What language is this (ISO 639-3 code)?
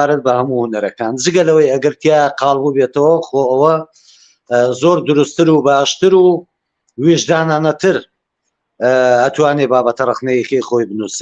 ckb